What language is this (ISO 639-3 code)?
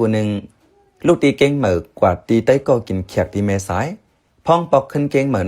shn